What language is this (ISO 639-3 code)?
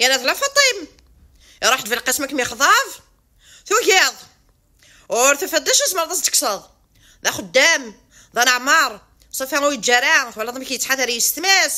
kab